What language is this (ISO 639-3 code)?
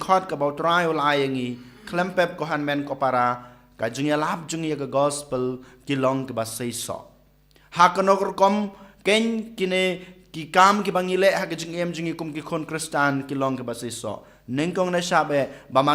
kha